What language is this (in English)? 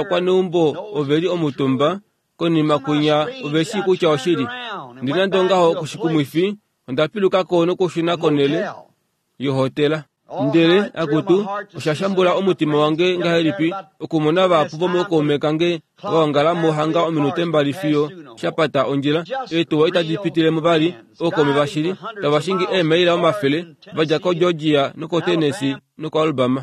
Kuanyama